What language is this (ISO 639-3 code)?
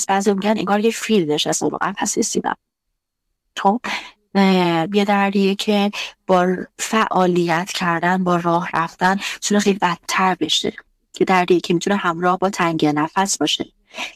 fas